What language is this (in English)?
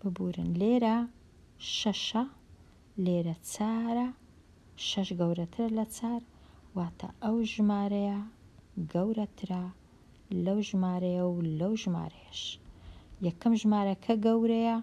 Central Kurdish